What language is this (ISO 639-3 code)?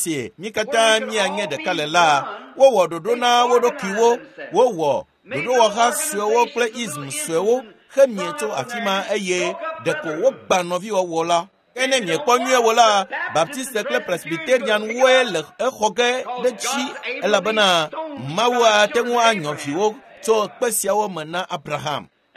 ewe